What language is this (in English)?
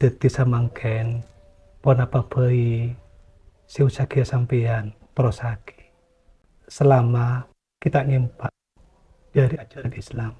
Madurese